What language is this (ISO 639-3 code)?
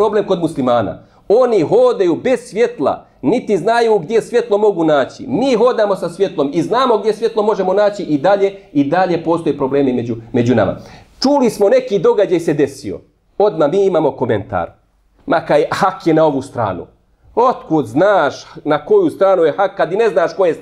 bos